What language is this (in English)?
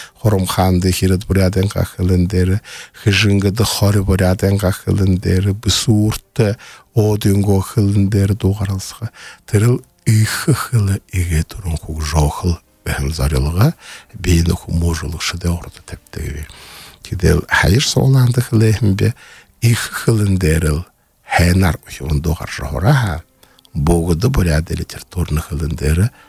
Buriat